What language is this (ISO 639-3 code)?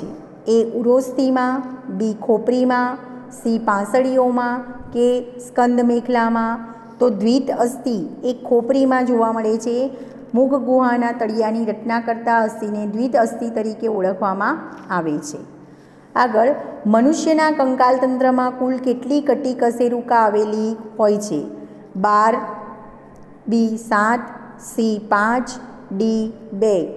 guj